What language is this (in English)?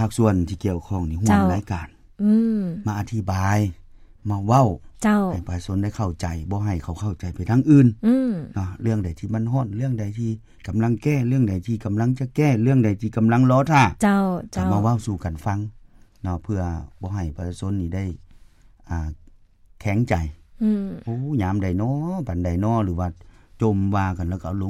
Lao